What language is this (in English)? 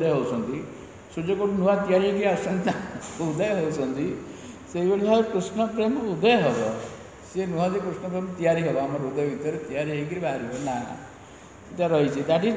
Odia